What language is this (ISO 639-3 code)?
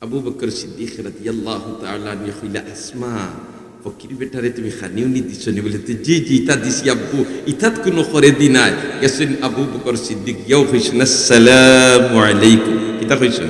syl